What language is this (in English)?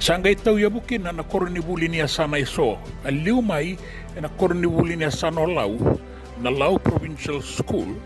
Fijian